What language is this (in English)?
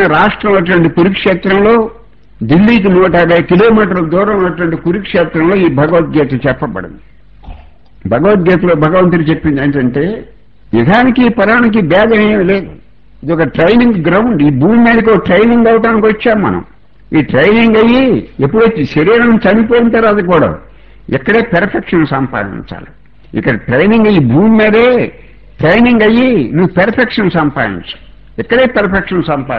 Telugu